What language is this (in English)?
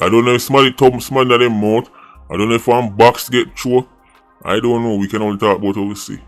Jamaican Creole English